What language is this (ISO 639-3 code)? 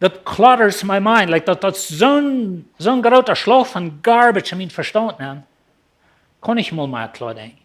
pdt